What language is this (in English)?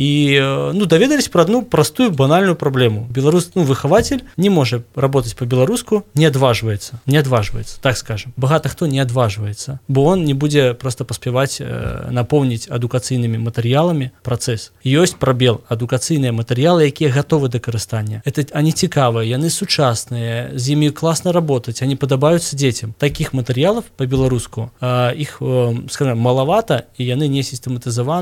Belarusian